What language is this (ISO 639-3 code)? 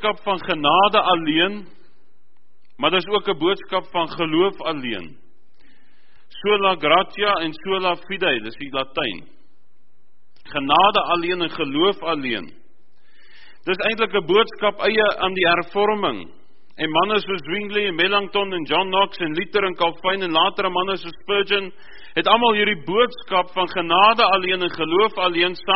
afr